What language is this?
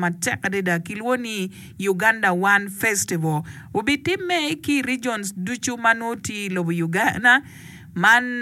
Acoli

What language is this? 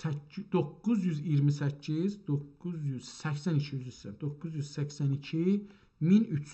South Azerbaijani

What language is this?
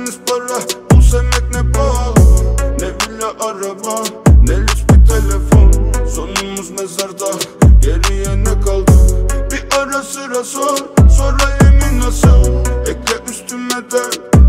Turkish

